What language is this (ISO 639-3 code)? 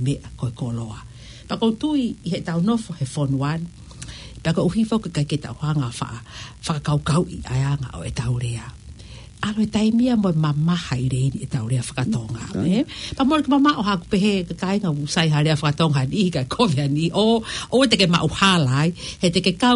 ton